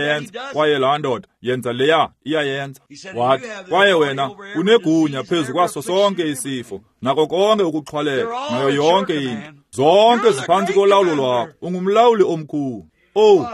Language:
Xhosa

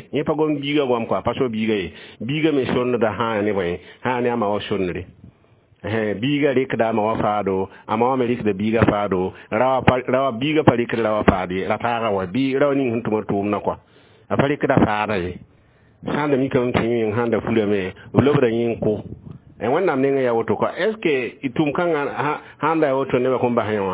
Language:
Mossi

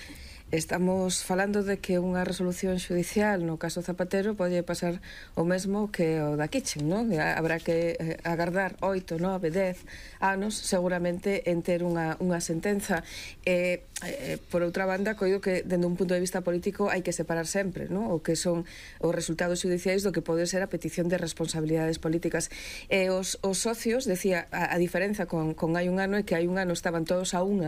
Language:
Galician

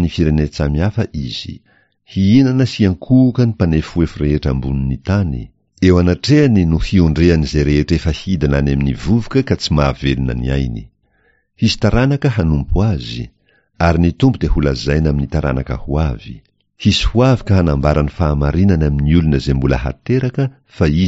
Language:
Malagasy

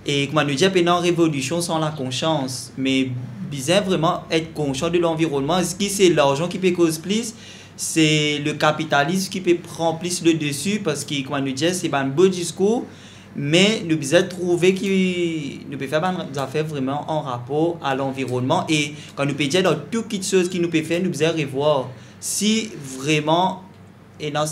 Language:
Morisyen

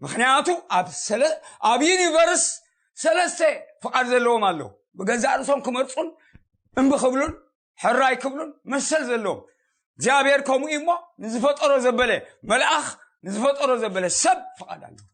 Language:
Tigrinya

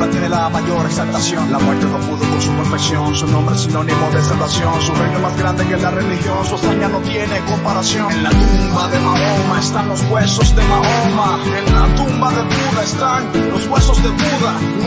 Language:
Spanish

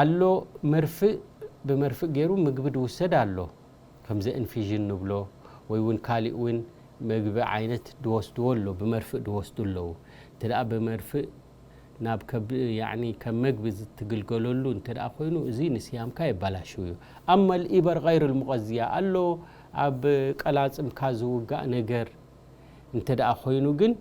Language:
Tigrinya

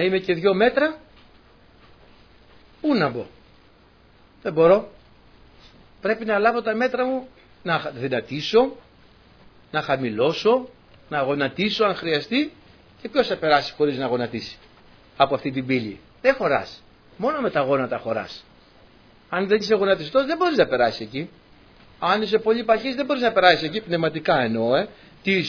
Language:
Greek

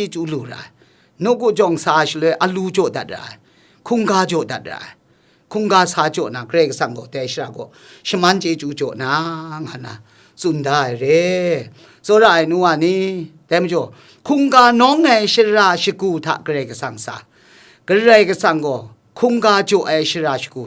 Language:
Kachin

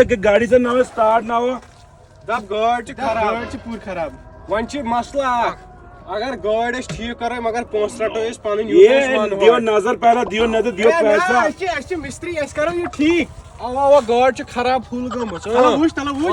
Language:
Kashmiri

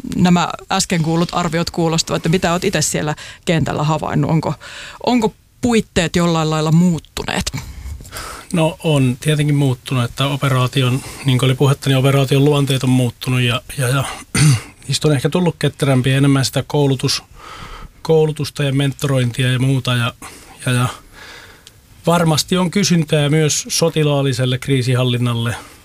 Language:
Finnish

